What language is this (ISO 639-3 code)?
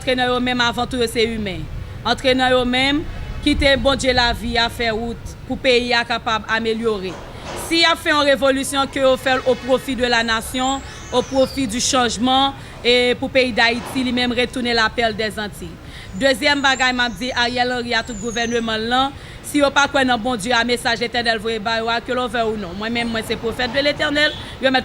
hat